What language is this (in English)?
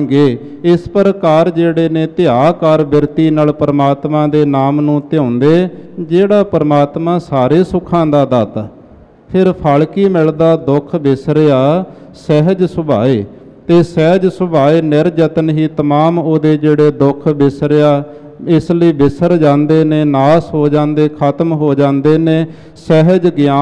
Punjabi